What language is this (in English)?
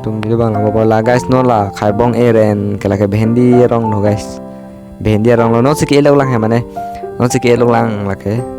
Karbi